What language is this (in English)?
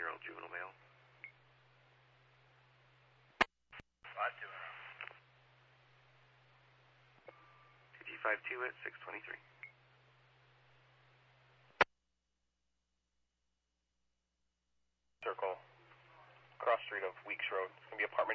English